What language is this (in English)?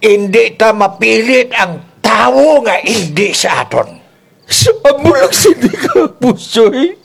Kinaray-a